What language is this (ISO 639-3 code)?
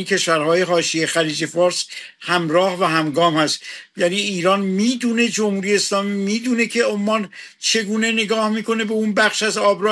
fas